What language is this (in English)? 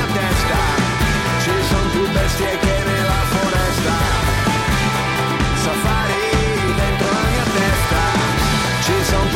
Italian